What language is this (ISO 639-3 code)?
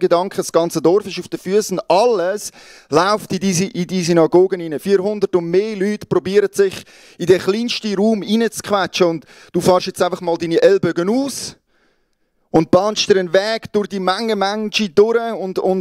gsw